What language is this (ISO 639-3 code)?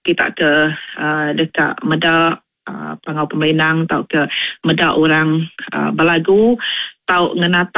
iba